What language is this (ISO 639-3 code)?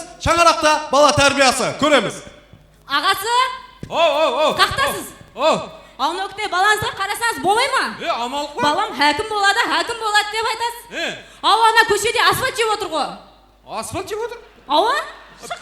kaa